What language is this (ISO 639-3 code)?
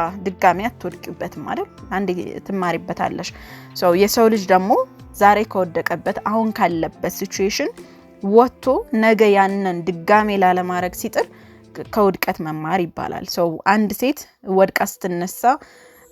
amh